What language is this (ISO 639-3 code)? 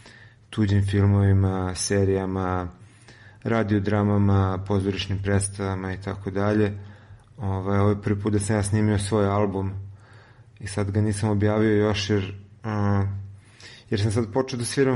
srp